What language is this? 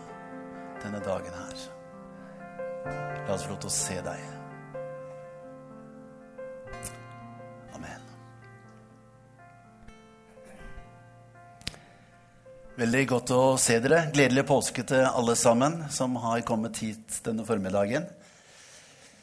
Norwegian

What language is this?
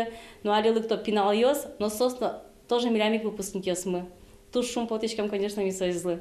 Udmurt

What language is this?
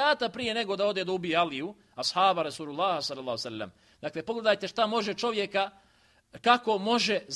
Bosnian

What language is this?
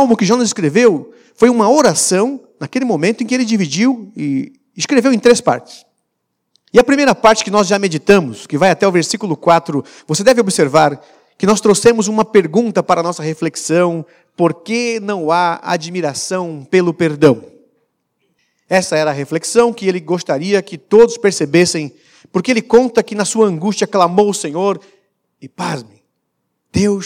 Portuguese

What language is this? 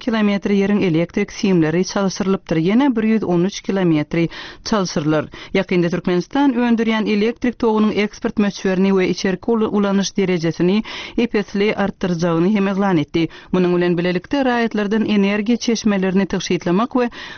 Turkmen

